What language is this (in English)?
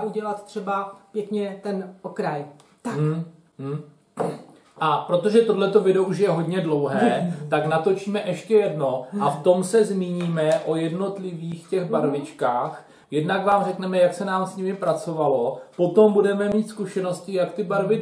Czech